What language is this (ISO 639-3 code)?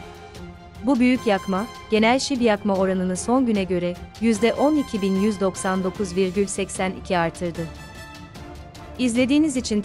tur